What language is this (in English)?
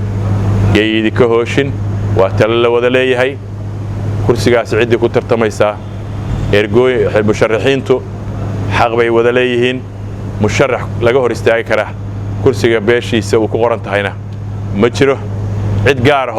Somali